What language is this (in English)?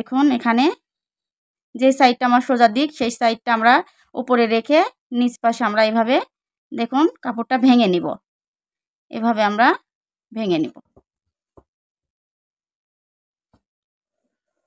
Bangla